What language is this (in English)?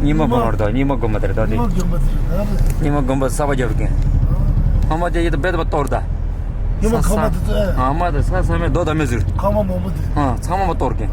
Tibetan